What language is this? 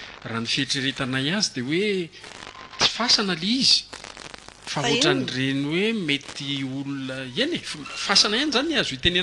Malagasy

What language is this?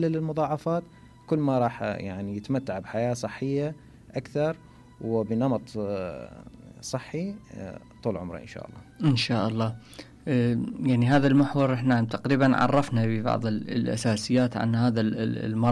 Mesopotamian Arabic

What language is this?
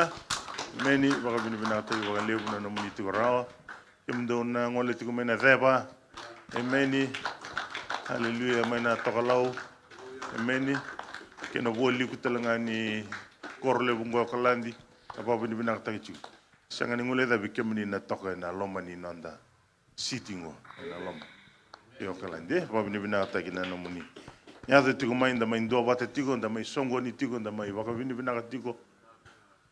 Fijian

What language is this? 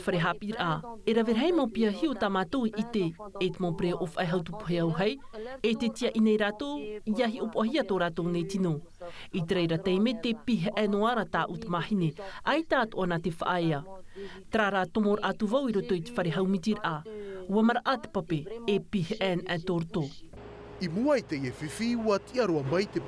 Tahitian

